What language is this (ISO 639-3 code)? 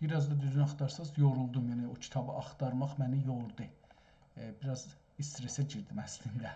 azb